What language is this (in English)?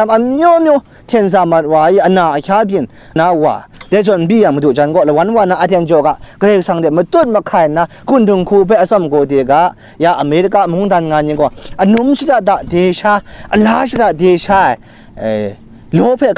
Kachin